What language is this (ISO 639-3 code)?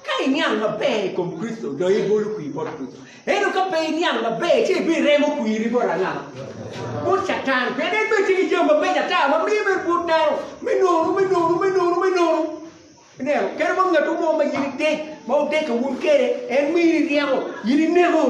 ach